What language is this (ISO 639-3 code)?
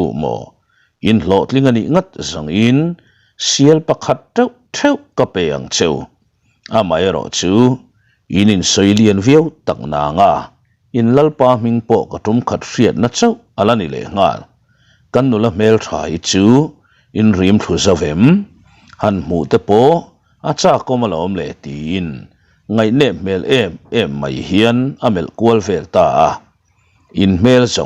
lus